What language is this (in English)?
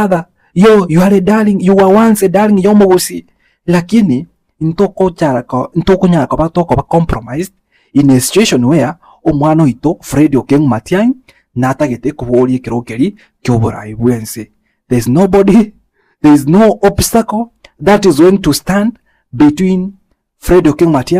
Gusii